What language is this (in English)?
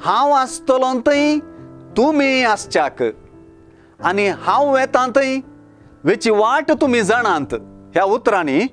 Konkani